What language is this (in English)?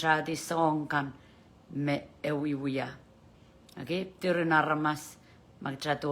Pohnpeian